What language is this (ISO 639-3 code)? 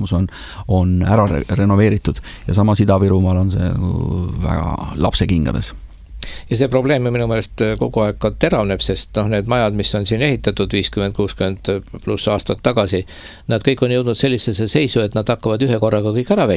est